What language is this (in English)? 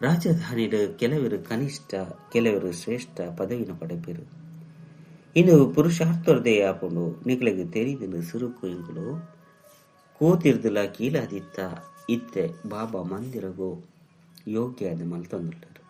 Tulu